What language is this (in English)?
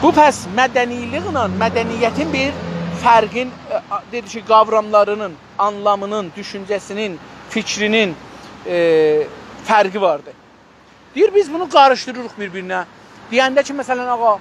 South Azerbaijani